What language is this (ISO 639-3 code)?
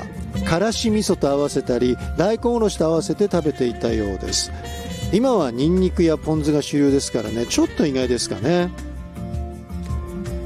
jpn